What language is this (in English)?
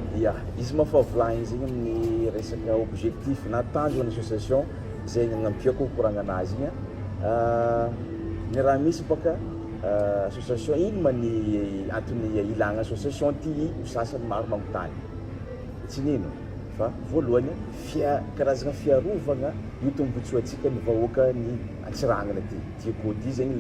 Malagasy